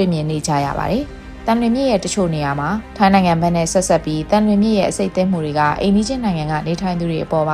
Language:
Burmese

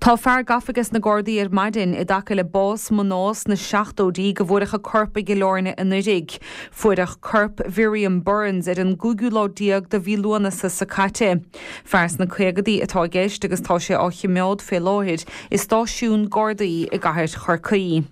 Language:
Irish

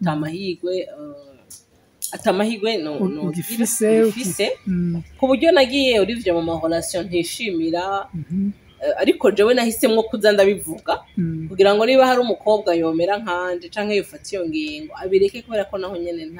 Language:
Rundi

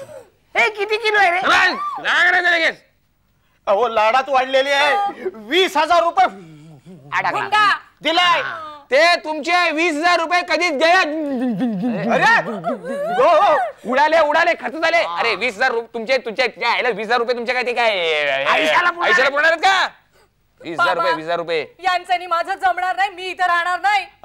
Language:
Marathi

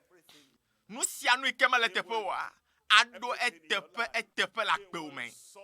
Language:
Ewe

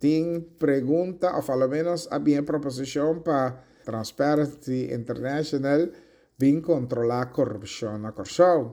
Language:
Papiamento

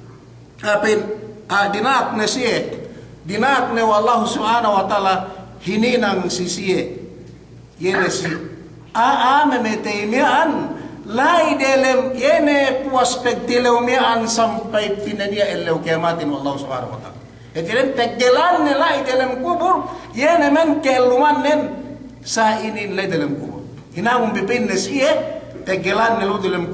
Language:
Yakan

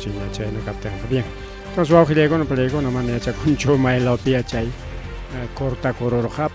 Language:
Ayacucho Quechua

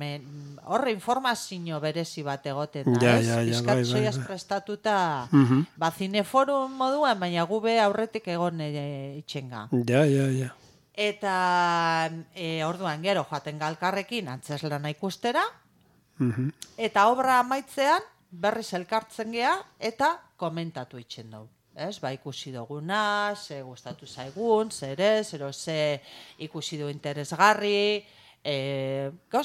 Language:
Basque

